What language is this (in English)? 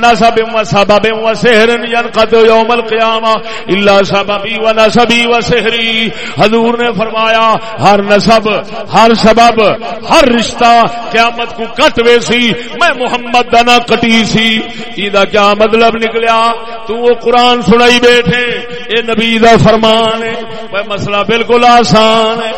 Saraiki